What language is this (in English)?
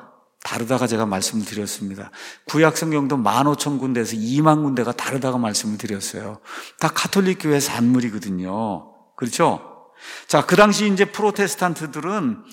Korean